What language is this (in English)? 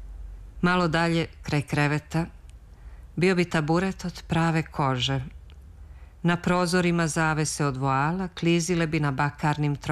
Serbian